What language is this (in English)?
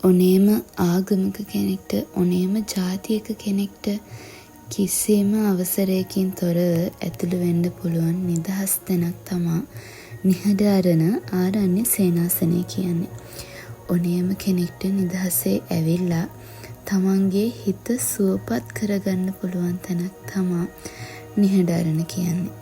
Sinhala